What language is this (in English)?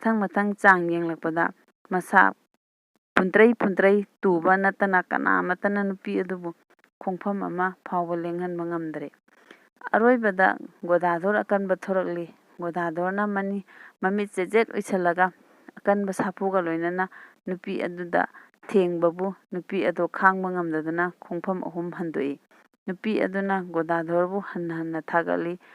Manipuri